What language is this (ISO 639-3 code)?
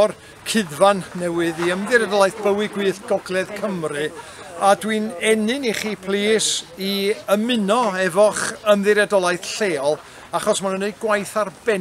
cym